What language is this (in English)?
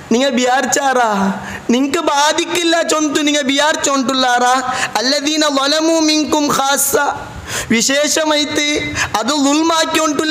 Malayalam